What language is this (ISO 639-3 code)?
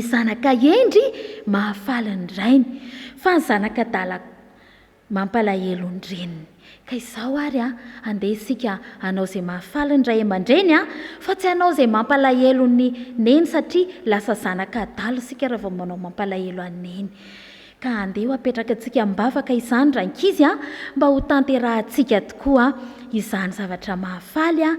mlg